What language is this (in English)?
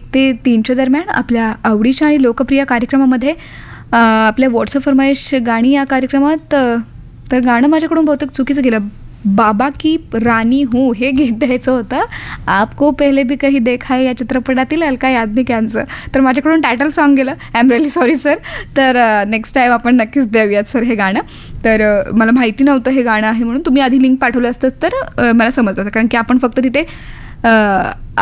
Marathi